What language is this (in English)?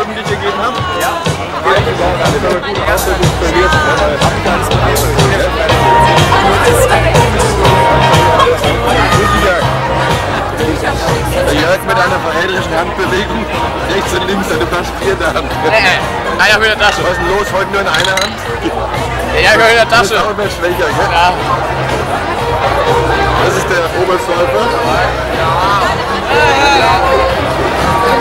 German